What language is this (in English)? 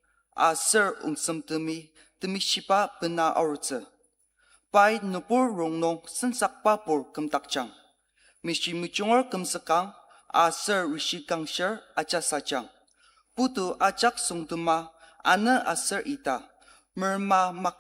Ao Naga